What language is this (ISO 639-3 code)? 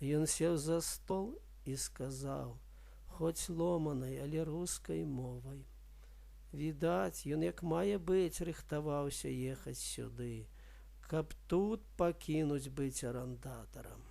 bel